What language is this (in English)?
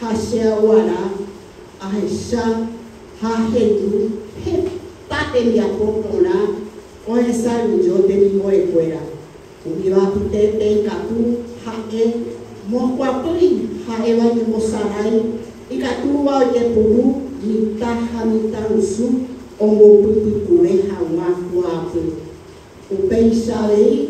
Guarani